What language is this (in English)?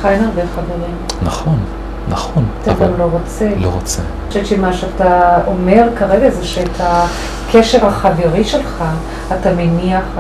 Hebrew